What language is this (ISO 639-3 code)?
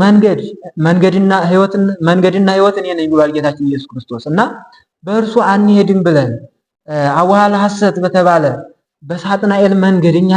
amh